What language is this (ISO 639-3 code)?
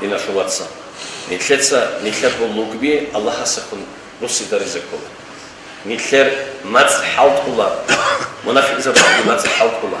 ava